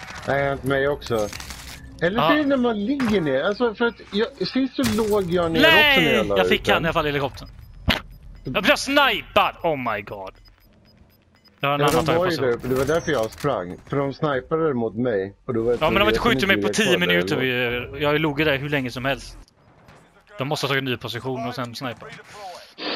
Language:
Swedish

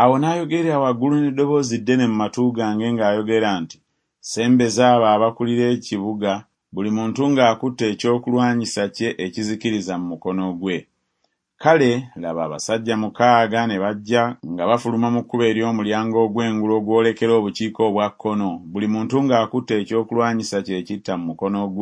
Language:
Ganda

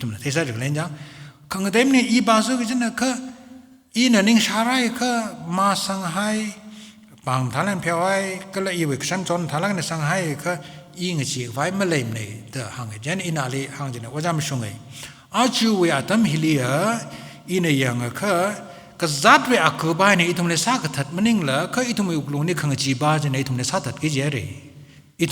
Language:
Tangkhul Naga (India)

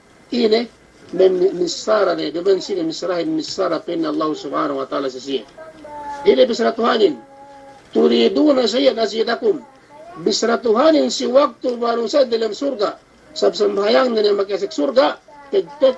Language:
Yakan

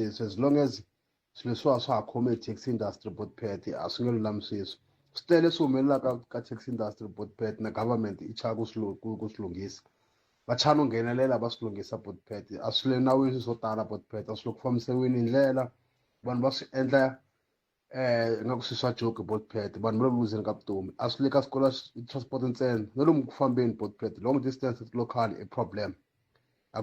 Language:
Tsonga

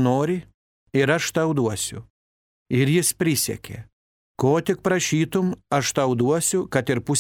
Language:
Lithuanian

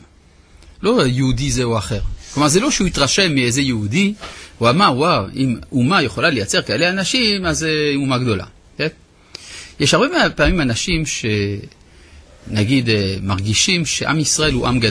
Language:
Hebrew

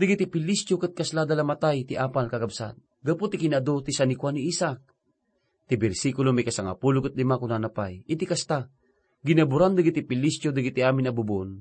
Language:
Iloko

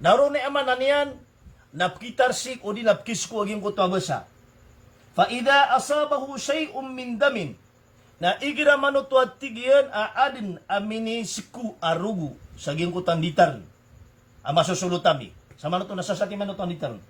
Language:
Maranao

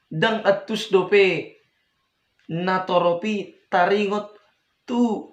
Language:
Batak Toba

